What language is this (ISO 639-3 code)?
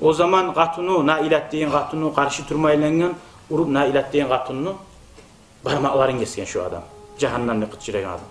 kum